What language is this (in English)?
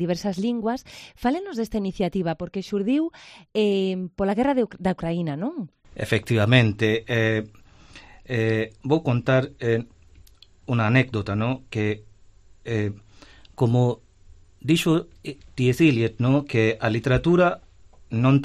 Galician